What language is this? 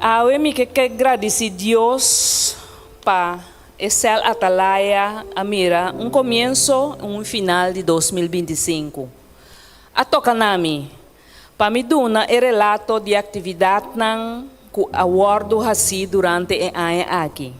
Papiamento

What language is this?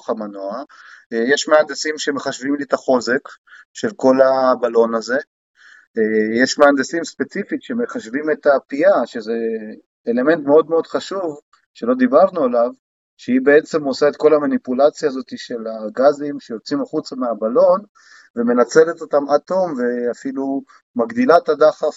Hebrew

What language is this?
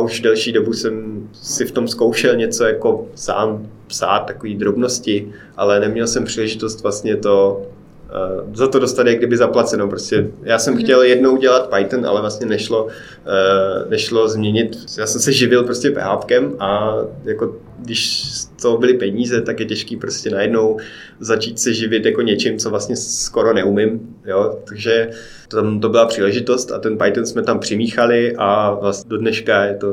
Czech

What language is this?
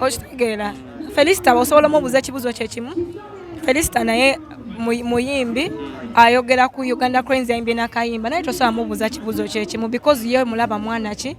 Ganda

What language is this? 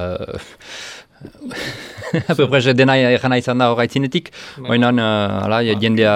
Basque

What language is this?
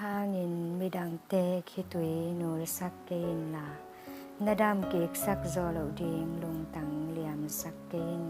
Tedim Chin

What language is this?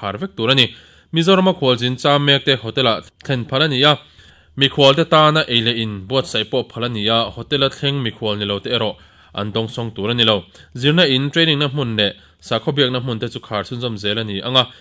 Mizo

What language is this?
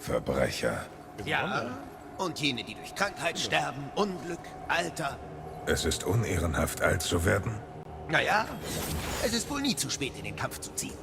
Bavarian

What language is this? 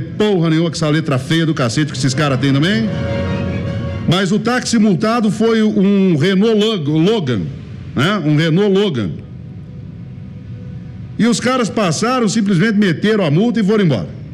Portuguese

